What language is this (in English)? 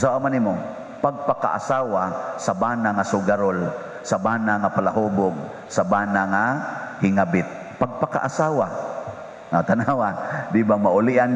Cebuano